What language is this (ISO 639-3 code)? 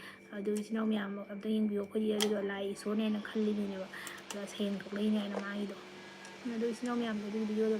mni